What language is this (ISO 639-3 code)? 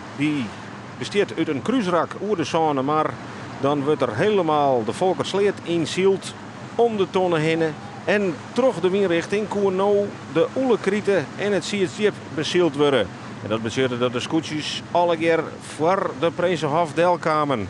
fry